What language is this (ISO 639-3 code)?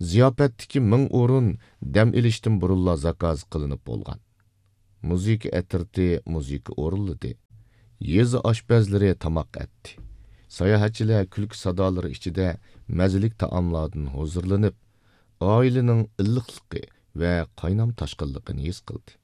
uig